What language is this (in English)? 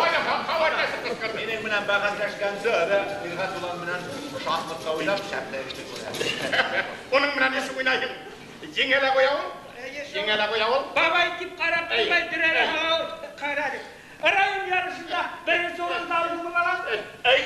Bashkir